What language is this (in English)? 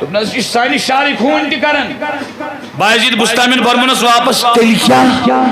Kashmiri